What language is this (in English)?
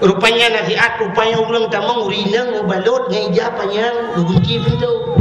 Achinese